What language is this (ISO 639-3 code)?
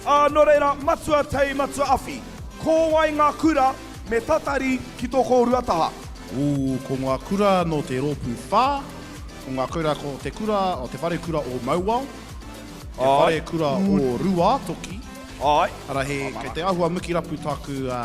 mri